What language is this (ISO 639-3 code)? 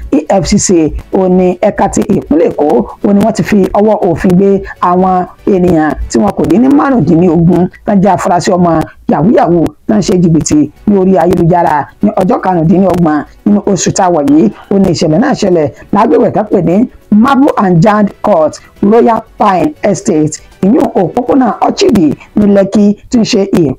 yor